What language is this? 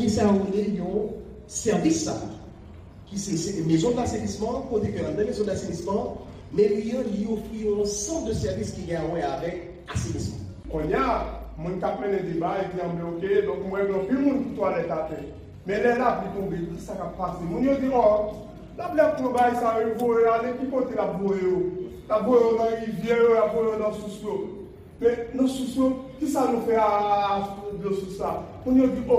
Haitian Creole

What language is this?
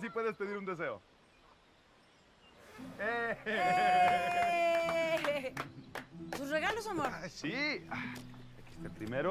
Spanish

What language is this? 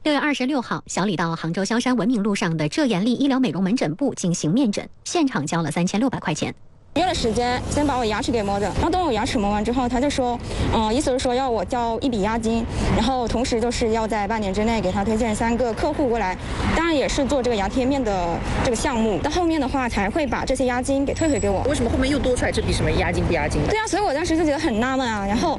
Chinese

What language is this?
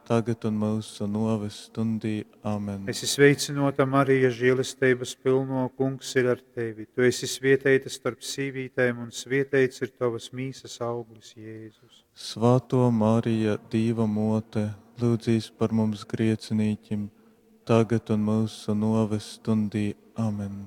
Latgalian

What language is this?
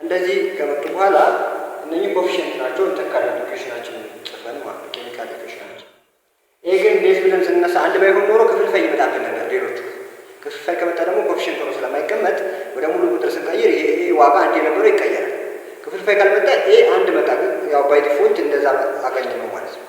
Amharic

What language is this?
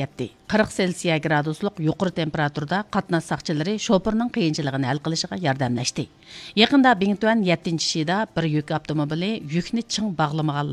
Uyghur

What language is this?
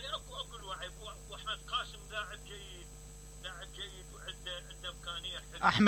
Mesopotamian Arabic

